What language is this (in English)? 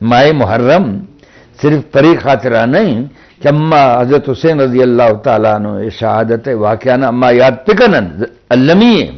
Eastern Balochi